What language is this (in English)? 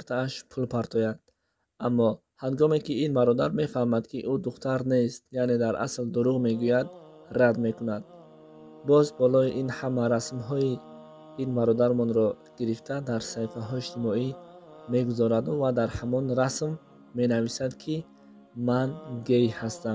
Tajik